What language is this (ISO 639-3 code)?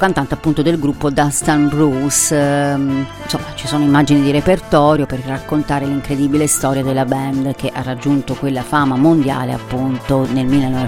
ita